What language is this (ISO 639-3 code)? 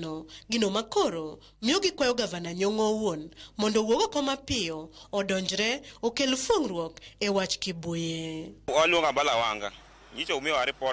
luo